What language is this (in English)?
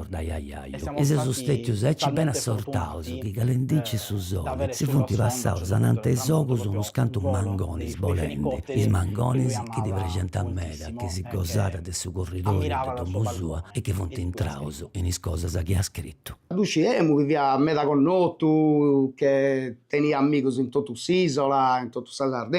Sardinian